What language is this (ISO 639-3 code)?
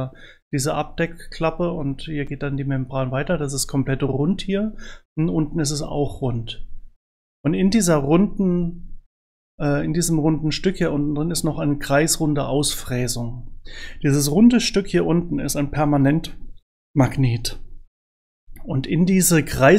deu